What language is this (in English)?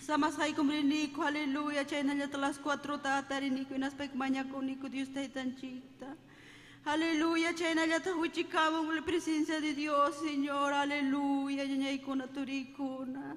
Ayacucho Quechua